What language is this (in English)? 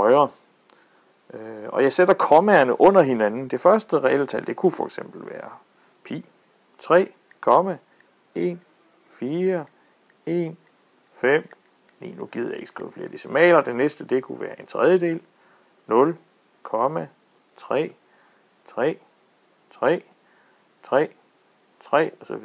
Danish